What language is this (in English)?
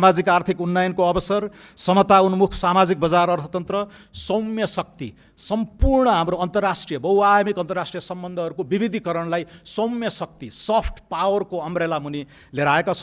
Nepali